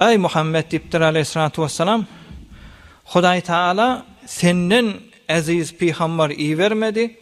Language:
Turkmen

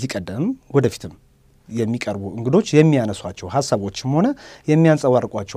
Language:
Amharic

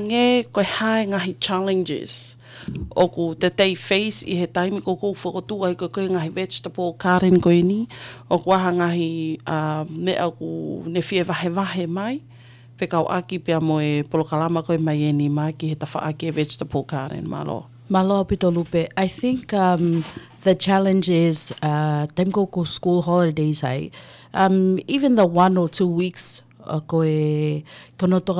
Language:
Tongan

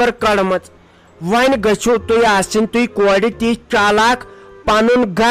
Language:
Kashmiri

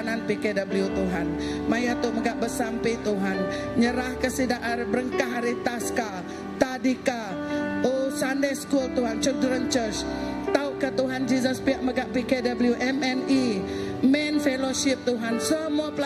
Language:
Iban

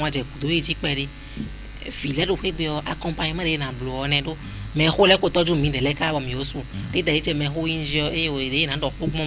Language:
Fon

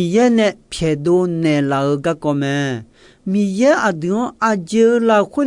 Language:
Akha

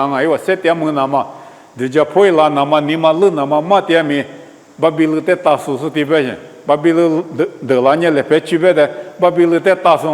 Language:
Lisu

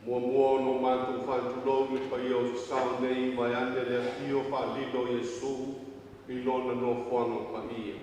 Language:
Samoan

